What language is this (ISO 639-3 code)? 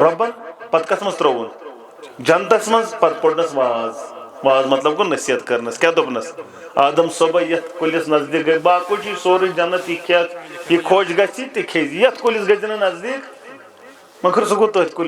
kas